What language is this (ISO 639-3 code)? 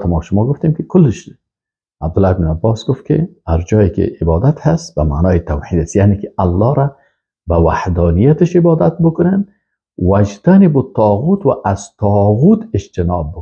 fas